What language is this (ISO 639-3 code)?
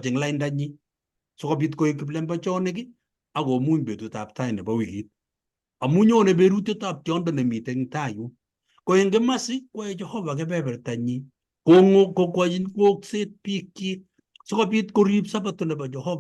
kln